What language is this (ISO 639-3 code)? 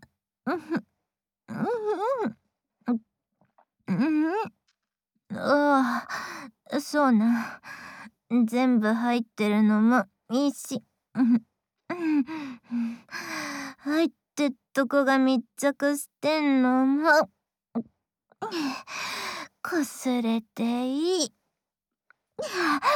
jpn